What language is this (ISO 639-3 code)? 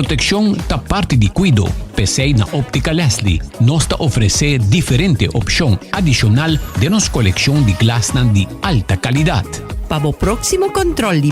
pap